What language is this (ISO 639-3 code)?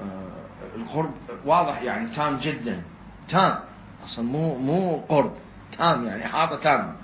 acm